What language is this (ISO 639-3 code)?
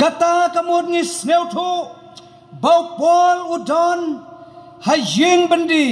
kha